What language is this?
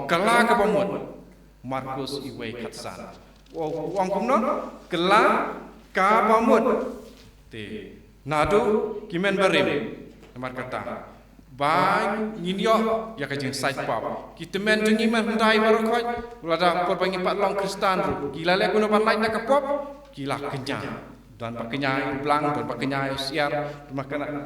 Khasi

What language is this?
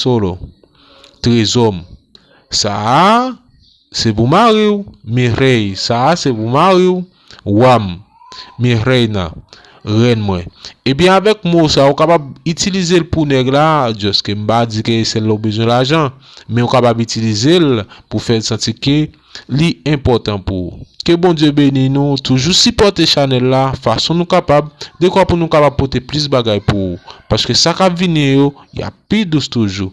Haitian Creole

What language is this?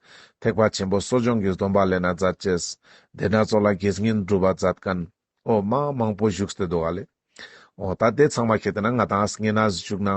Ladakhi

